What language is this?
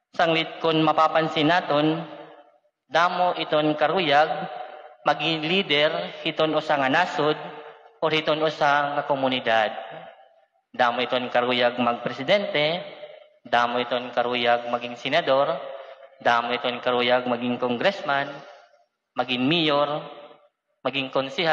Waray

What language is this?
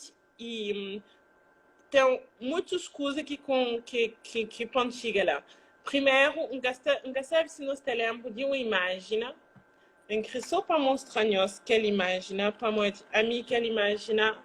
Kabuverdianu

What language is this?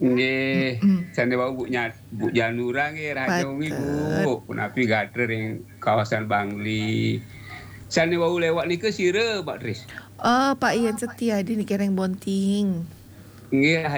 Balinese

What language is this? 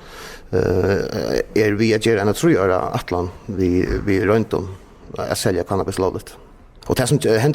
Faroese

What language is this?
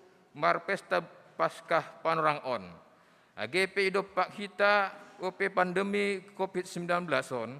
Batak Simalungun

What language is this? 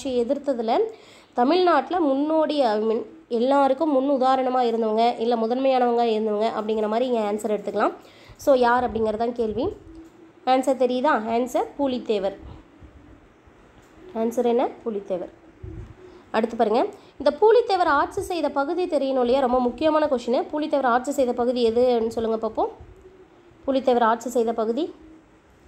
Tamil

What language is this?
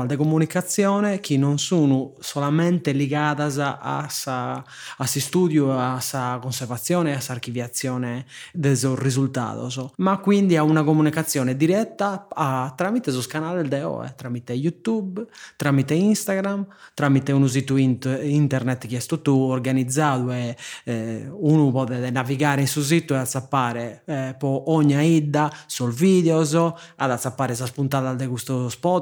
Sardinian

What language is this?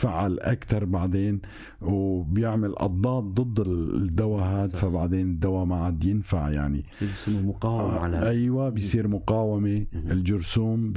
North Levantine Arabic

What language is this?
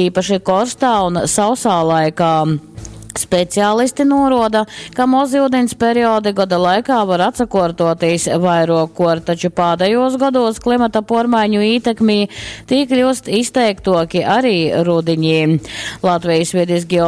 Latgalian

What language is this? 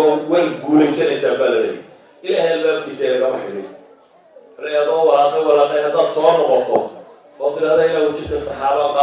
Somali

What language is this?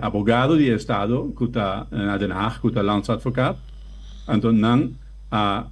Papiamento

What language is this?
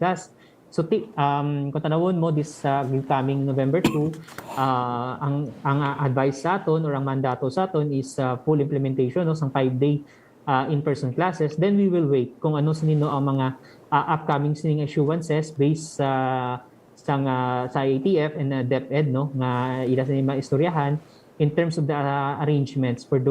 Hiligaynon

